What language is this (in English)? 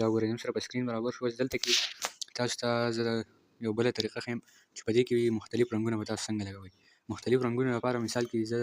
Pashto